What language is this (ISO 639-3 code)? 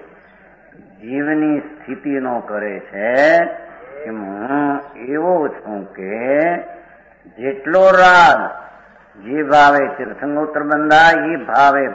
guj